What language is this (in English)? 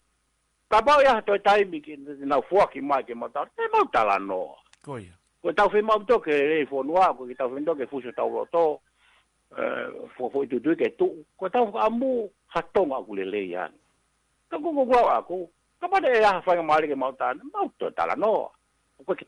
Tongan